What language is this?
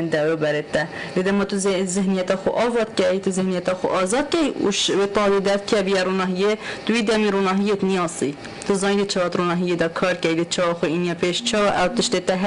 Kurdish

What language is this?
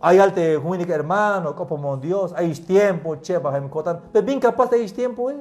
Tzeltal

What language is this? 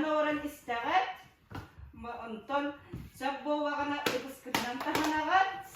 Yakut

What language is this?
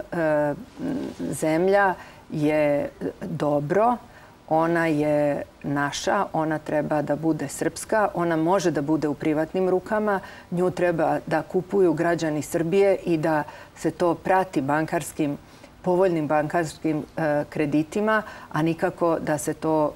Serbian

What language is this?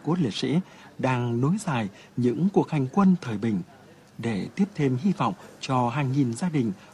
Vietnamese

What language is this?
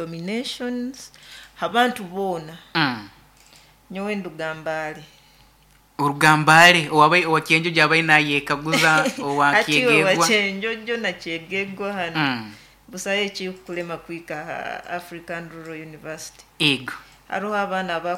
Nyoro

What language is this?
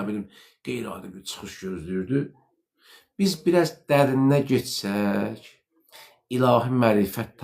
Azerbaijani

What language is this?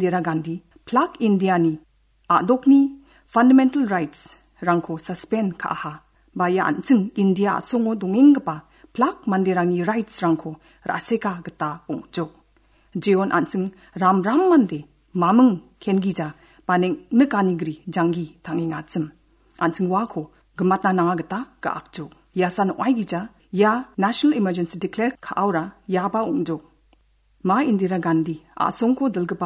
Garo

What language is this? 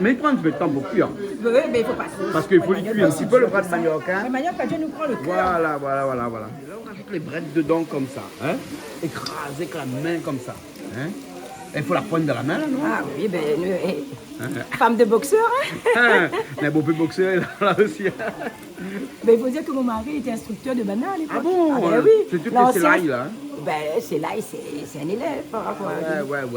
Réunion Creole French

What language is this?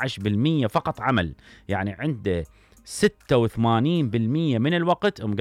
Mesopotamian Arabic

